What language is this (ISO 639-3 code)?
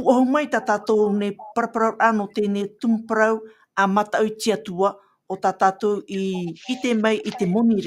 tah